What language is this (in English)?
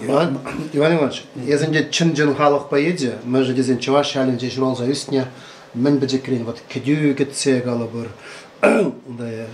Chuvash